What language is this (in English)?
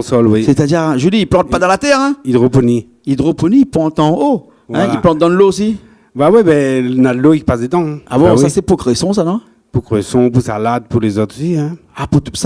Réunion Creole French